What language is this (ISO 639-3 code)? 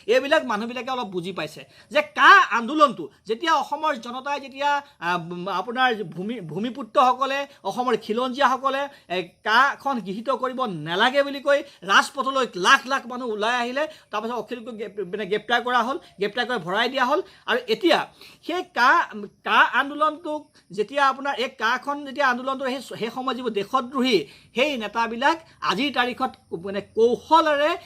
asm